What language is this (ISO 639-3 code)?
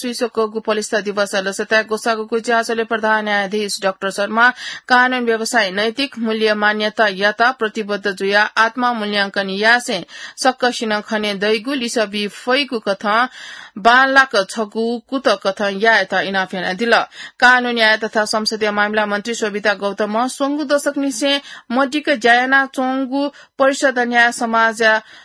new